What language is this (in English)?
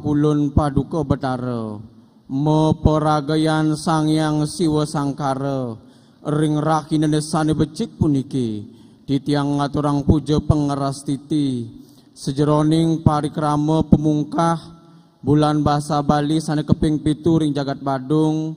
Balinese